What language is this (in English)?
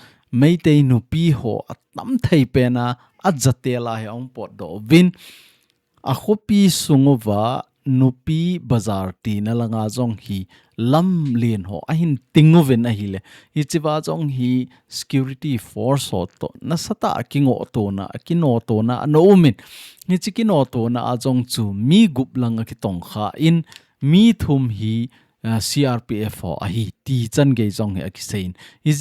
Thado Chin